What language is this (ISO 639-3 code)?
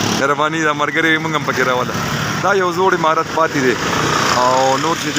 pus